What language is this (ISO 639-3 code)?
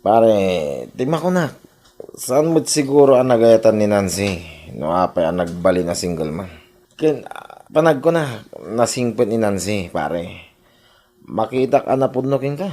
ilo